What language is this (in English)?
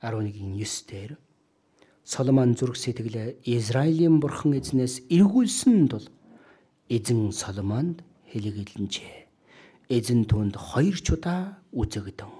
Mongolian